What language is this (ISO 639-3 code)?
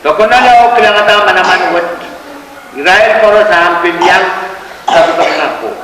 pon